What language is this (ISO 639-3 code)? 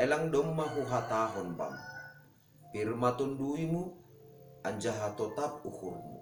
bts